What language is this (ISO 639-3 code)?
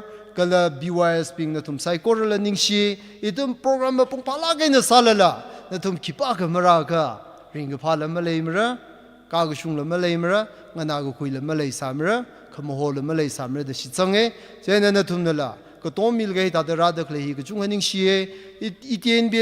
nmf